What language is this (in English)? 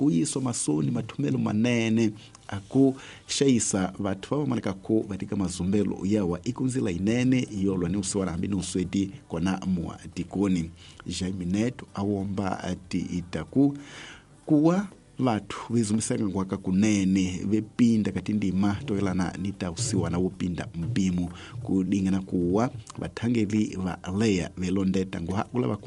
Tsonga